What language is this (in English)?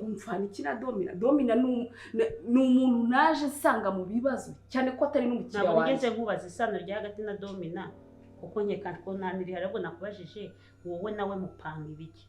Kinyarwanda